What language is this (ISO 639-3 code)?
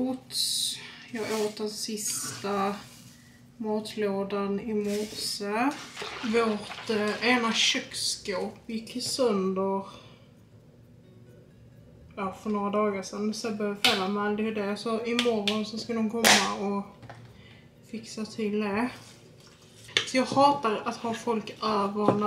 swe